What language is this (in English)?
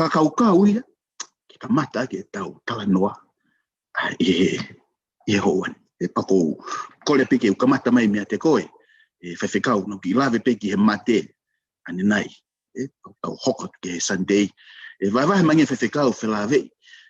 Tongan